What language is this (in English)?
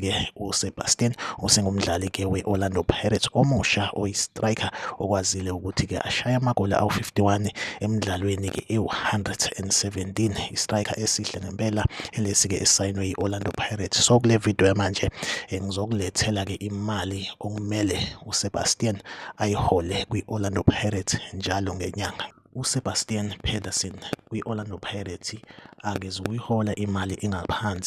Zulu